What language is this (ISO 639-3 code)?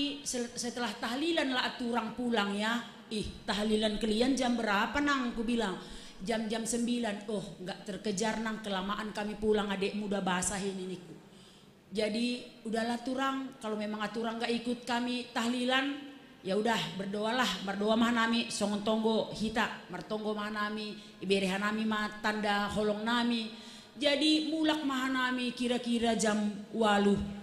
bts